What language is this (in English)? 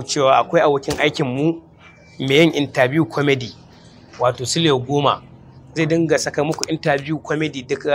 Hausa